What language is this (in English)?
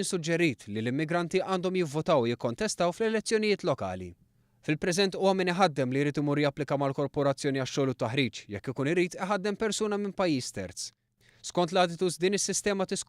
Maltese